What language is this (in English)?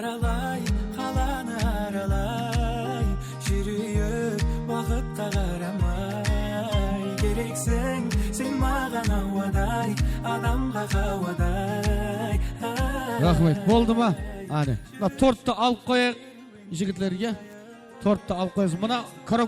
Kara-Kalpak